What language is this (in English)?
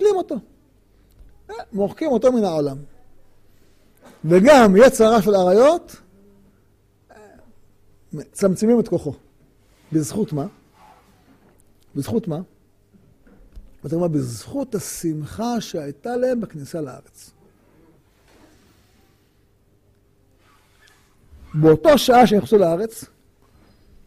Hebrew